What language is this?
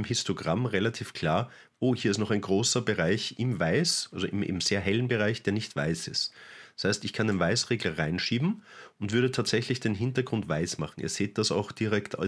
German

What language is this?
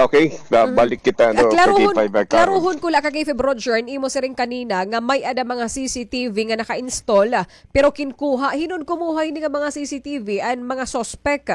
Waray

